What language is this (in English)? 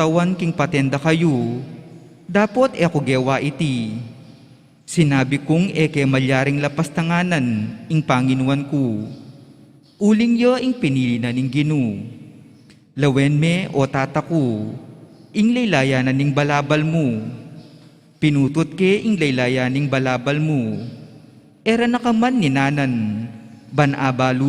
Pampanga